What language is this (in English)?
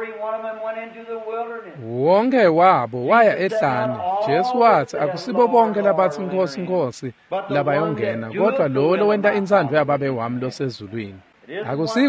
Swati